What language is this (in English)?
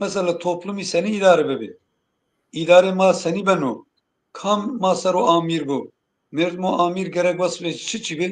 Zaza